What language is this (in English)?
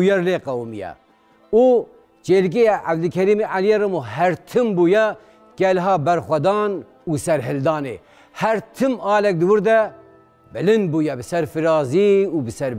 Kurdish